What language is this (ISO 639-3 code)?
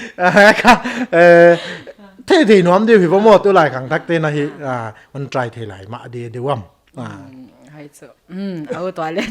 pck